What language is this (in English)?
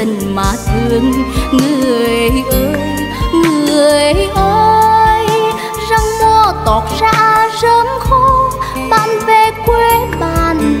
Vietnamese